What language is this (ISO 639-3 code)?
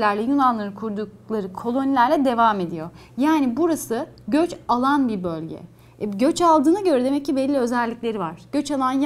tur